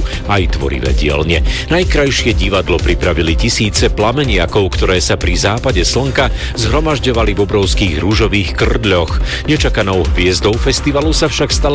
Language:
Slovak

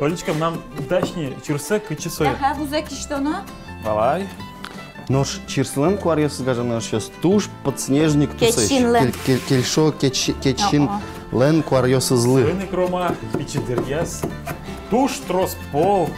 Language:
Udmurt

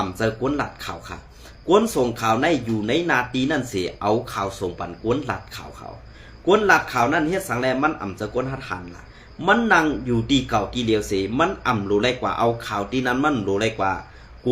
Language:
Shan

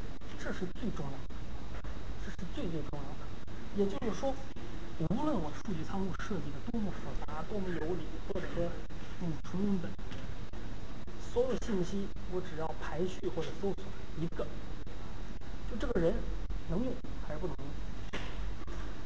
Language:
Chinese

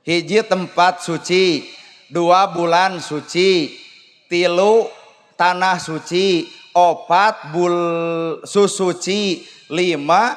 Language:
Sundanese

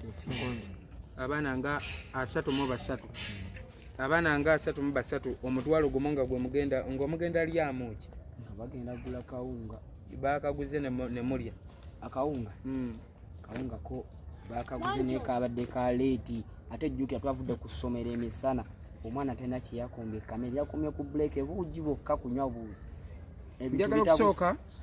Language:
Ganda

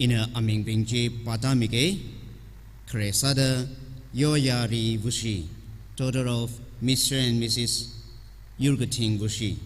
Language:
Tangkhul Naga (India)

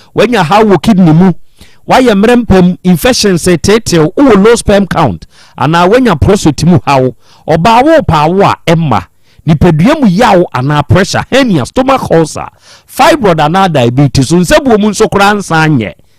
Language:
Akan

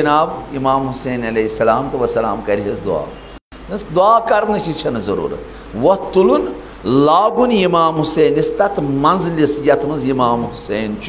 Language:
Kashmiri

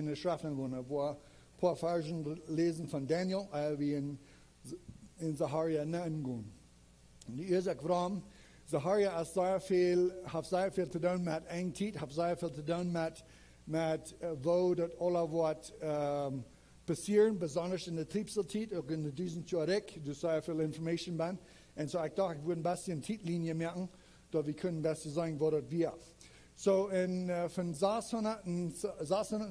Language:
Plautdietsch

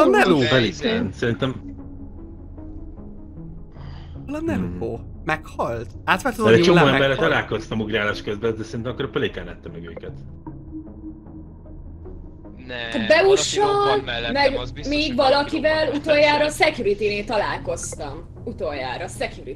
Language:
Hungarian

